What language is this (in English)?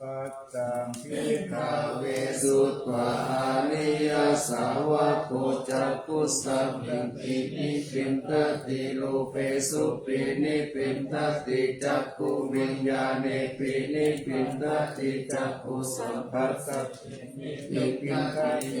Pali